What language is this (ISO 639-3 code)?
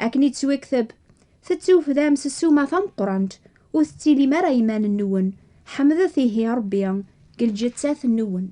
kab